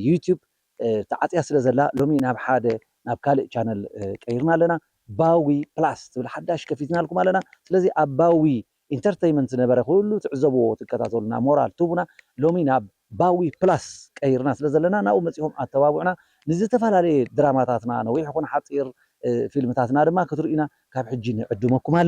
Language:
Tigrinya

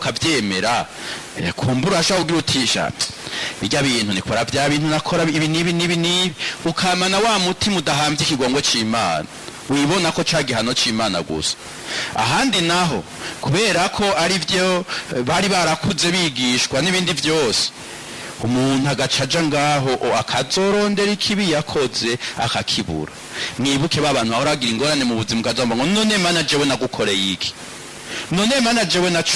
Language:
Rundi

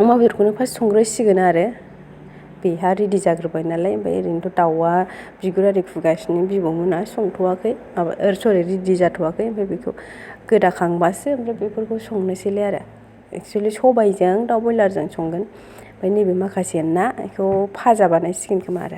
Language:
Bodo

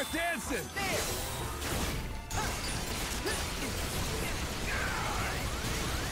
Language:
Italian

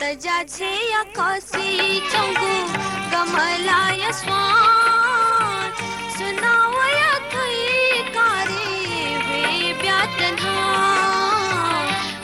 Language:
Newari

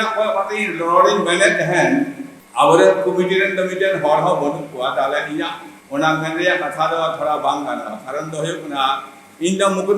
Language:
Santali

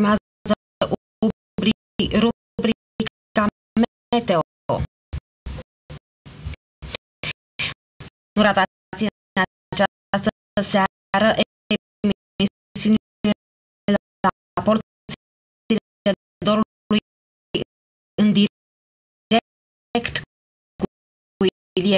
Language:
Romanian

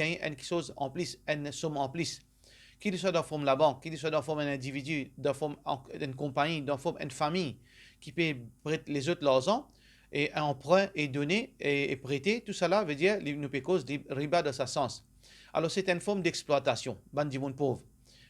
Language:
Morisyen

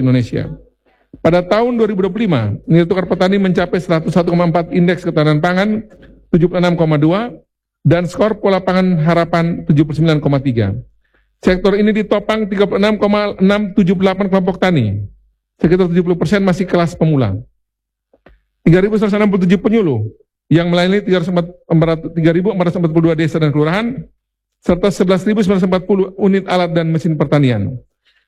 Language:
Indonesian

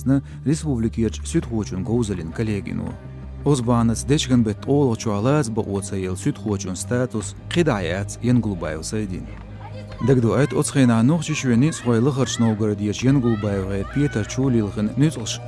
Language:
Chechen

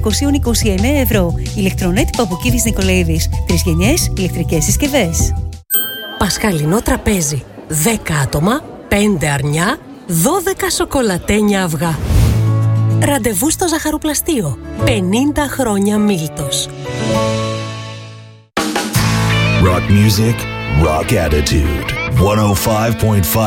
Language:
Greek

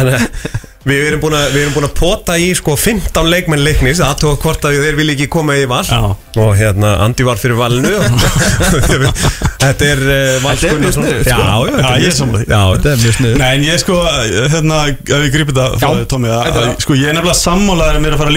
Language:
Icelandic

